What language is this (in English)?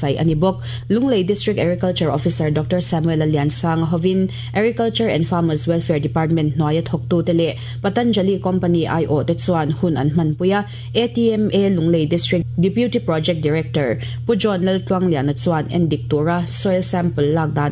Mizo